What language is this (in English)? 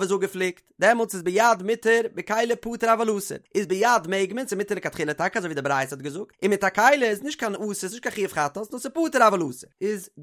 Yiddish